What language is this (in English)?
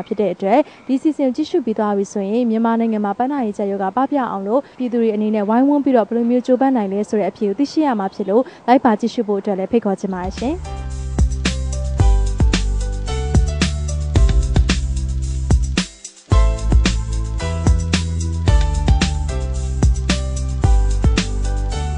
Burmese